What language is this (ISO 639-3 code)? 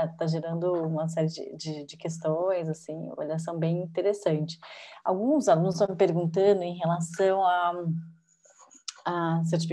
por